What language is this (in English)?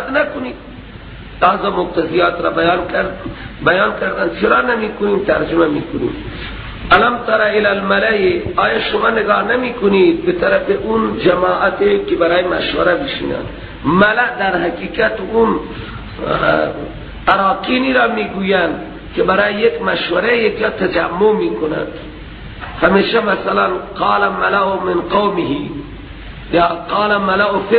Persian